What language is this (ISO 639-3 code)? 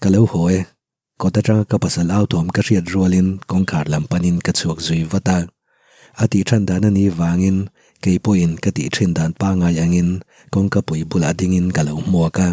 lus